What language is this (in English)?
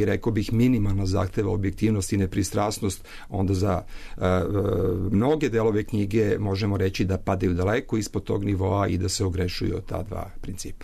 Serbian